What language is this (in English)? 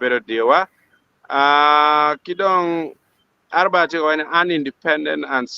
Acoli